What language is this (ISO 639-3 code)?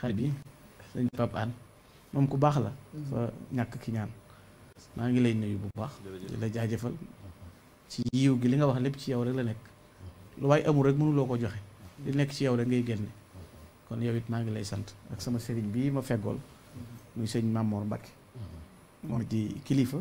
wol